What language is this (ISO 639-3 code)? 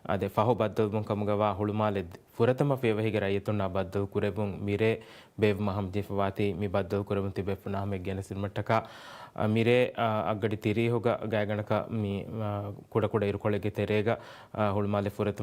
div